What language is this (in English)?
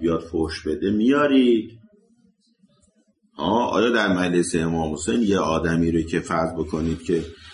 Persian